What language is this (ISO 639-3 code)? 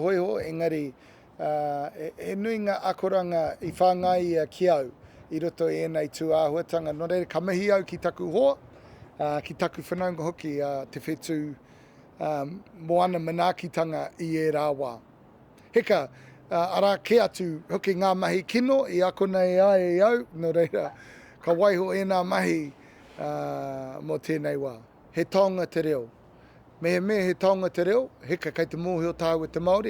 mri